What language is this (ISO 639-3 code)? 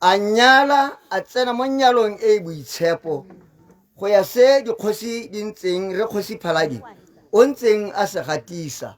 tsn